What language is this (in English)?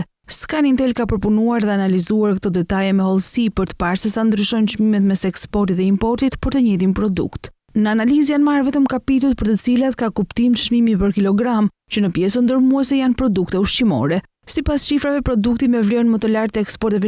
Albanian